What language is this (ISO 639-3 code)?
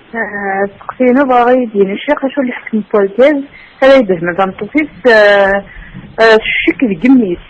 kab